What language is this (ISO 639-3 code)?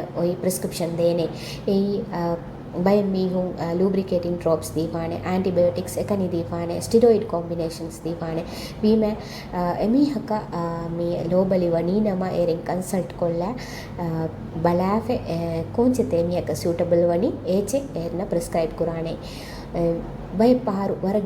div